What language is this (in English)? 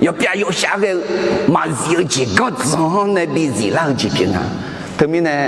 Akha